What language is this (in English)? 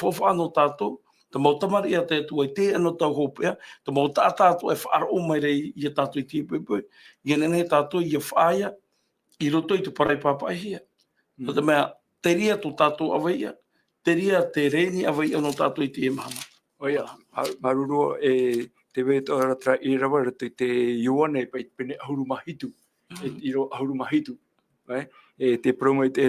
Tahitian